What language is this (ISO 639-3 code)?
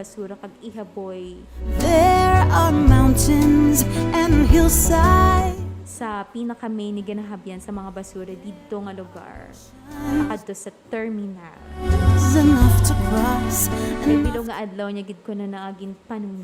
hil